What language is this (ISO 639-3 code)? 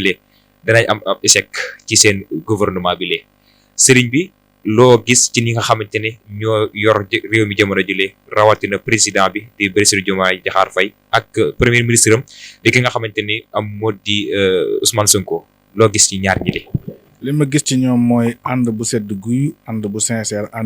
wol